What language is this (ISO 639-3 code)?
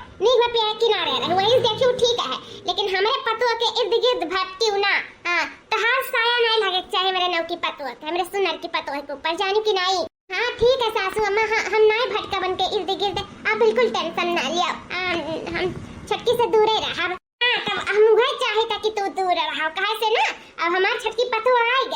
awa